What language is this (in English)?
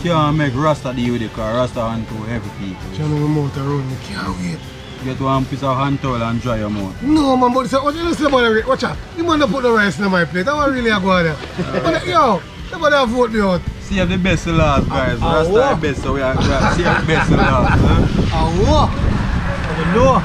Jamaican Creole English